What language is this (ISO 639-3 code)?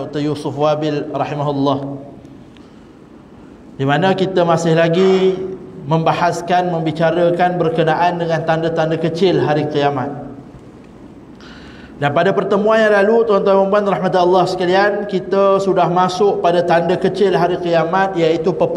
msa